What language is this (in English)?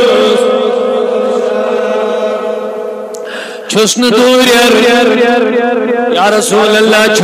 Kashmiri